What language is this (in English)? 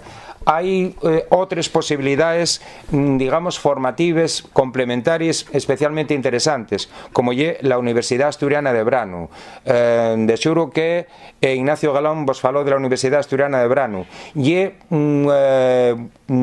Asturian